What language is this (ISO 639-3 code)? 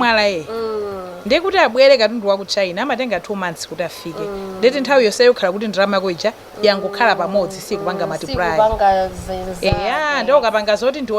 nya